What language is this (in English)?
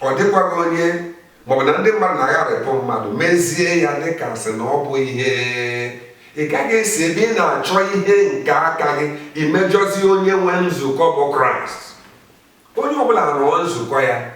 Igbo